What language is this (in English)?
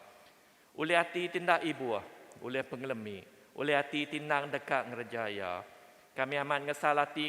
Iban